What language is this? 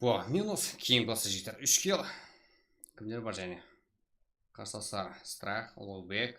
Kara-Kalpak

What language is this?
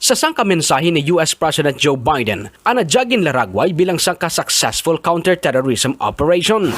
Kinaray-a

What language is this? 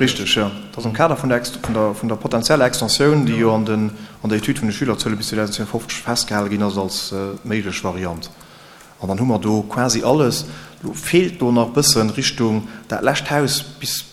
Luxembourgish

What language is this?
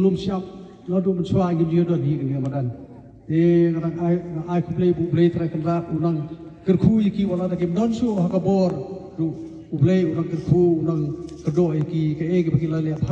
Khasi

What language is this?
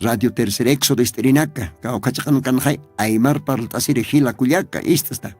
Aymara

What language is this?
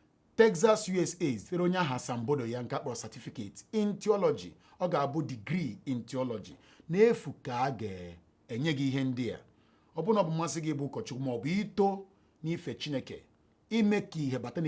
Igbo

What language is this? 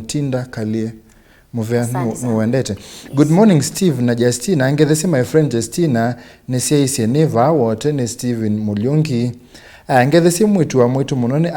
Kamba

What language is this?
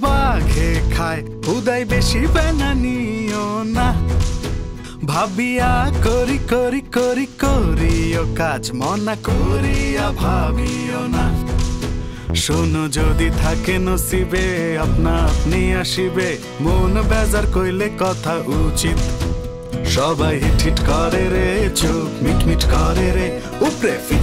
Bangla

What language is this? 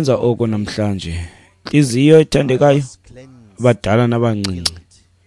Xhosa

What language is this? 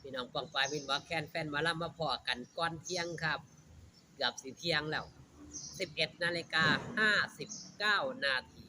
Northeastern Thai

